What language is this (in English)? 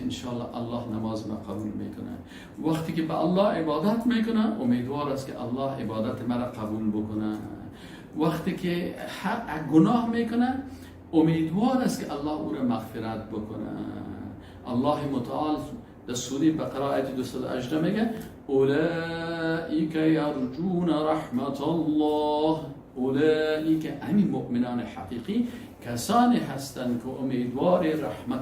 Persian